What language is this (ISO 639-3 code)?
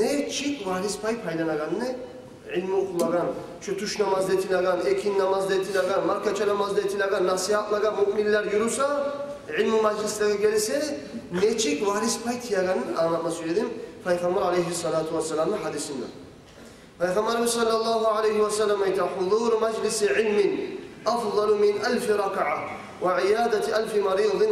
kum